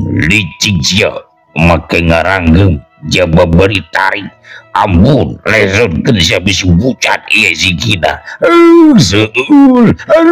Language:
Sundanese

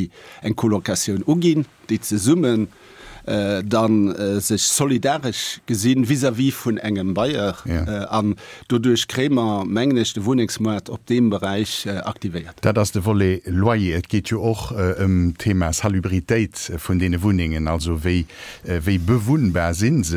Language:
Luxembourgish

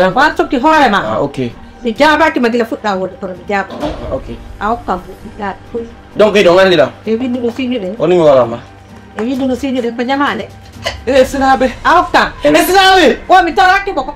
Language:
Fula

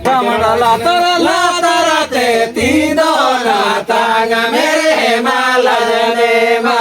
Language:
Santali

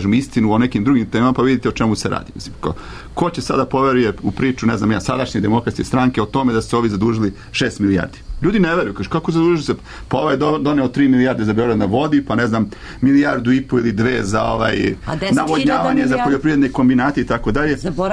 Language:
Serbian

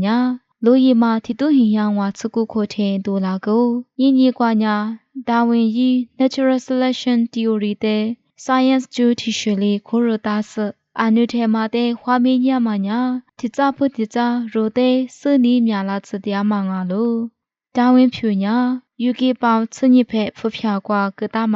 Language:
Lisu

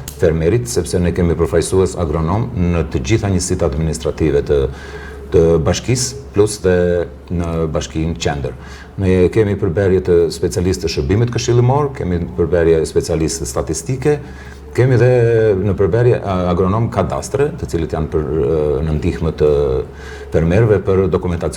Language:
Albanian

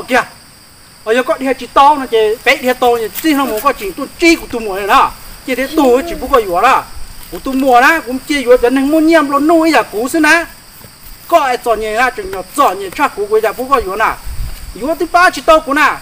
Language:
Hmong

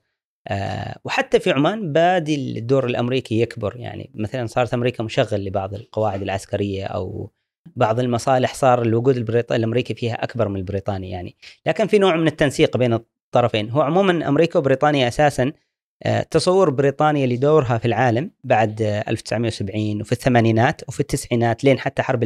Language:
Gulf Arabic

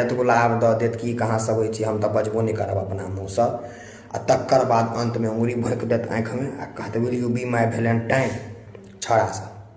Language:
Maithili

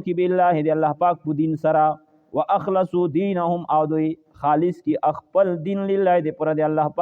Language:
Pashto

